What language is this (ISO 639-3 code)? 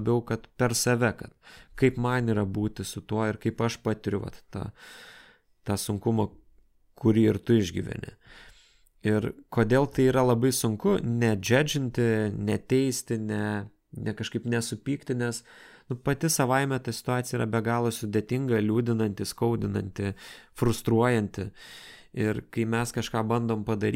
lit